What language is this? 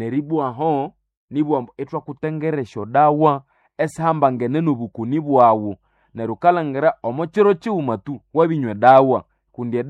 Nande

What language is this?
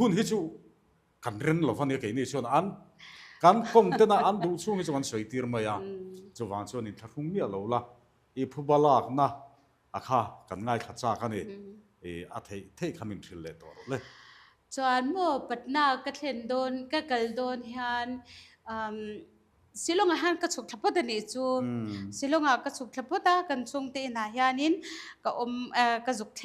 Mizo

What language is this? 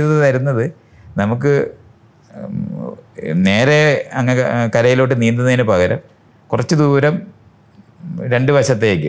Malayalam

